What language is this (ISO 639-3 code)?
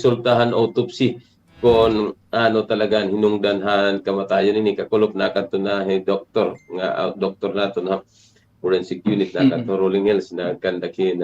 war